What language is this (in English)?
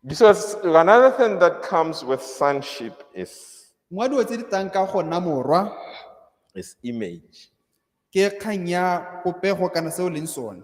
Tswana